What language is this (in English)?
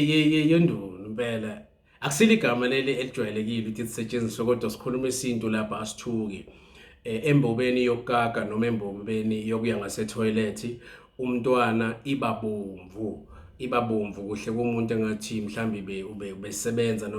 Zulu